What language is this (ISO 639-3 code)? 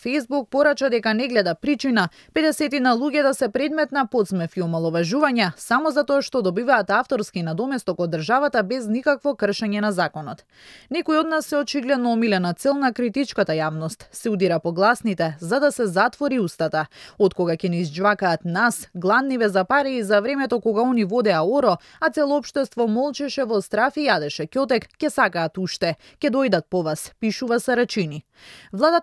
mkd